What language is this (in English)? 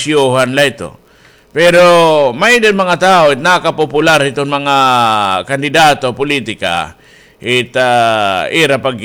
Waray